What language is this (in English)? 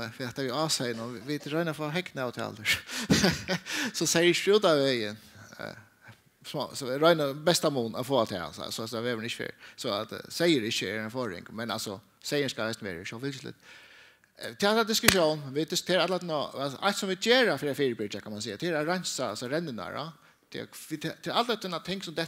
Faroese